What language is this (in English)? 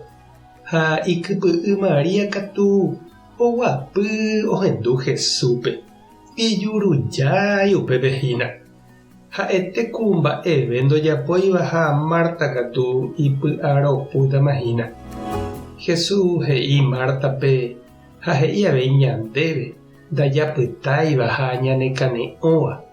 Guarani